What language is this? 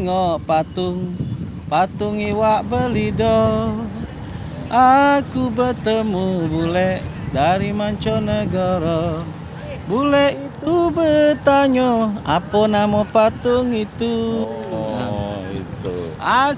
Musi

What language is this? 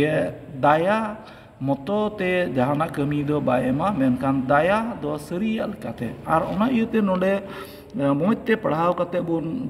Santali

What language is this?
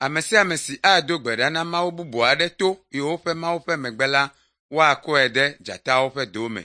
Ewe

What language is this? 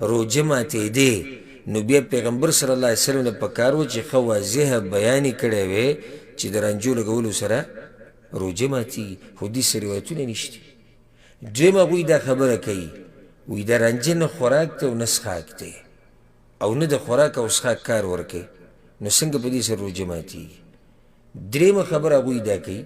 Pashto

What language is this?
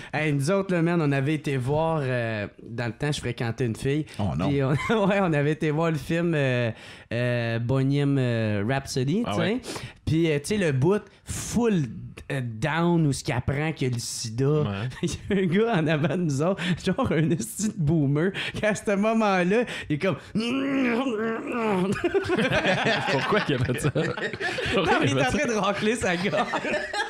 French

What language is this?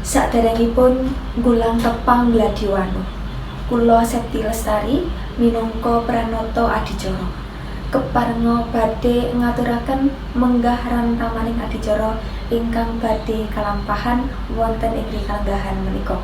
Javanese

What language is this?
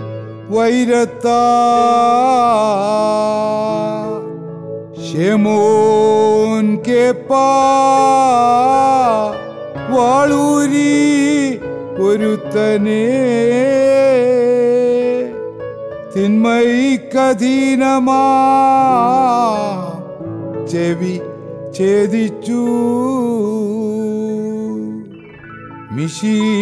Malayalam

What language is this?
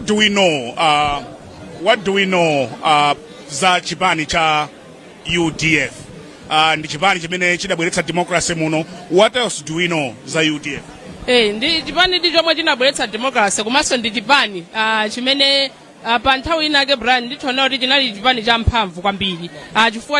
Nyanja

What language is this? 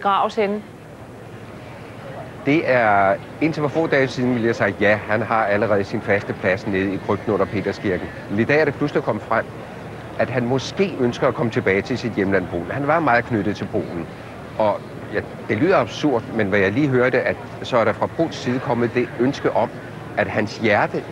Danish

